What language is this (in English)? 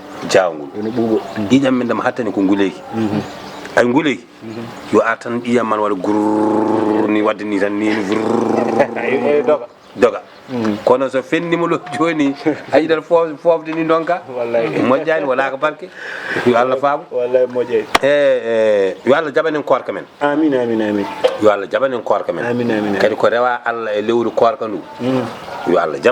Fula